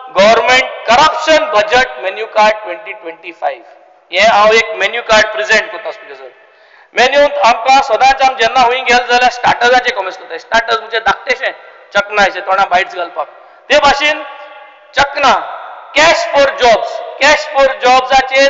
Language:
Konkani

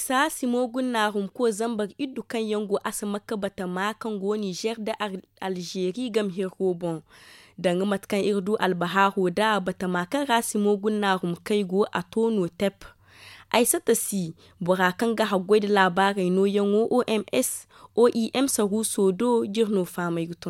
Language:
Zarma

